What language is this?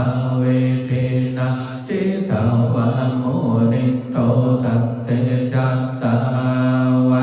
Pali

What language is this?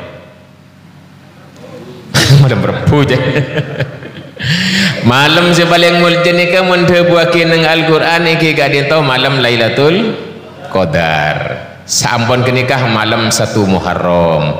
Madurese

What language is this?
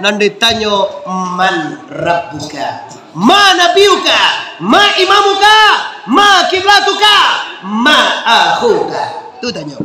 Minangkabau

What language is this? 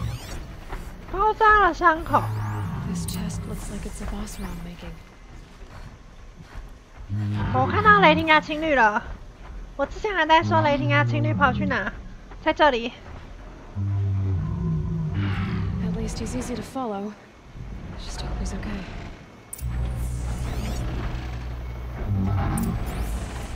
Chinese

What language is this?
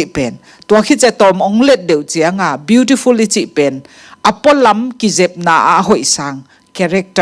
Tedim Chin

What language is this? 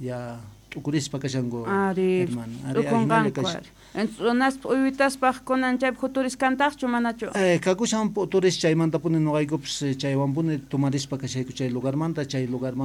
South Bolivian Quechua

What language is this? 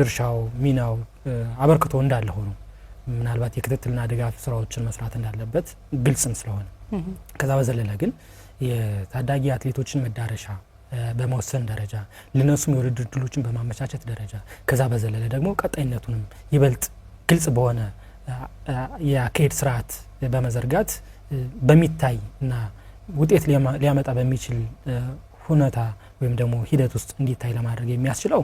Amharic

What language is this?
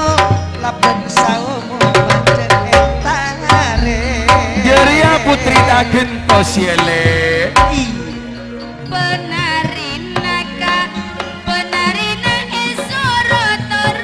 Madurese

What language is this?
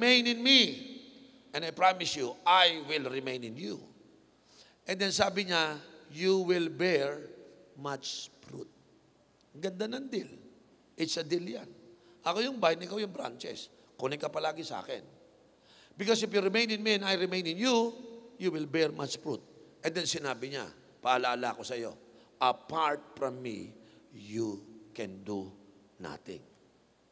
Filipino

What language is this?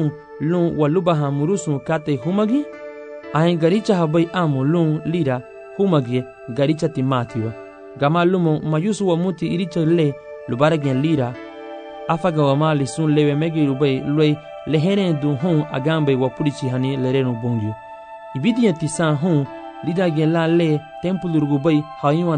Garifuna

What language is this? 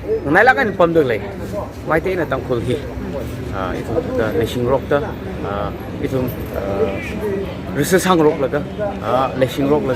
Tangkhul Naga (India)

